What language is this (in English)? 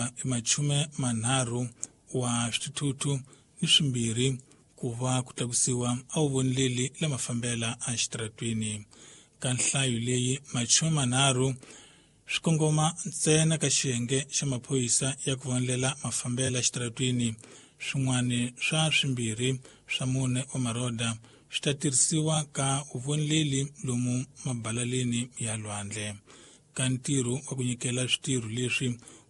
Tsonga